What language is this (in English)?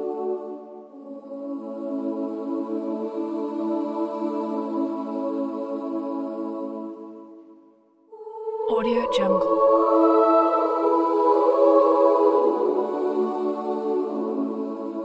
Korean